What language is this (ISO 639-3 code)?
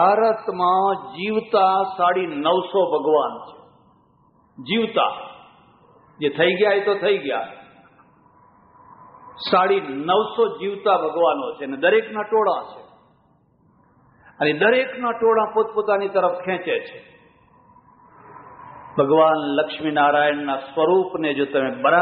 guj